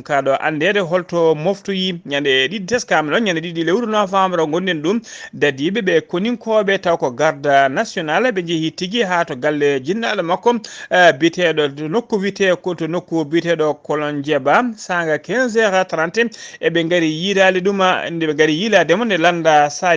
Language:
Fula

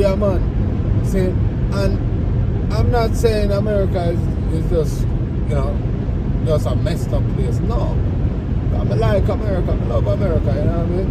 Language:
Jamaican Creole English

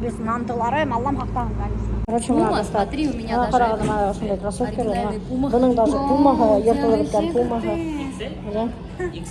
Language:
Bashkir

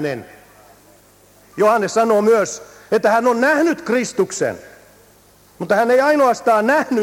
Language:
Finnish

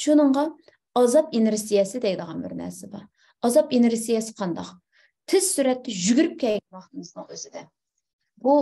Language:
Uyghur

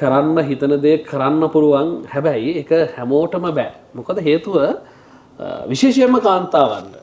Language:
Sinhala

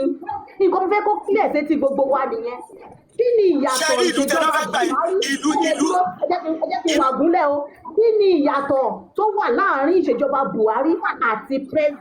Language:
Yoruba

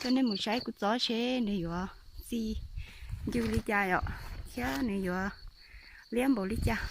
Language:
Hmong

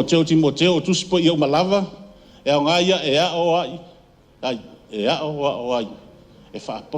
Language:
Samoan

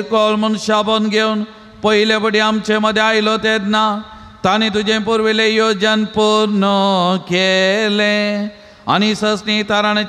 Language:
Konkani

